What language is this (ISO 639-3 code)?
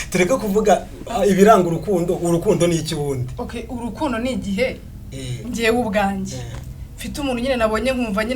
kin